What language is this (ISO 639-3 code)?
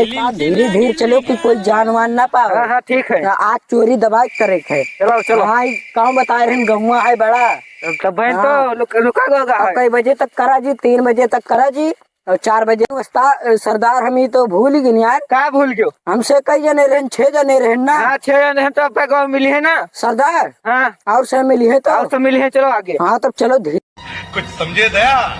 awa